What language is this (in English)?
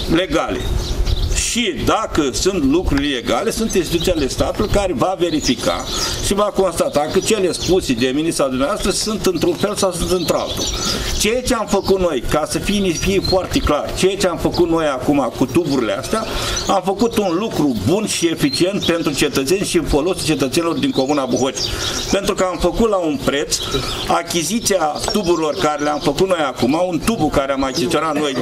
Romanian